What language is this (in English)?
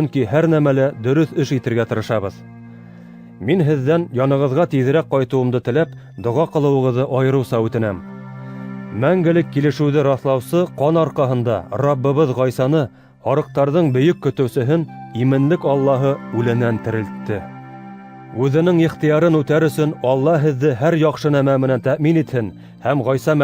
Bashkir